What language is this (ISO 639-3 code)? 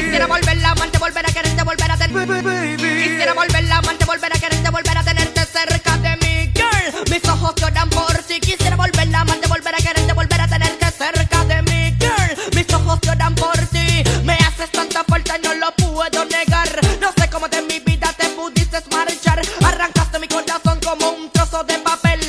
spa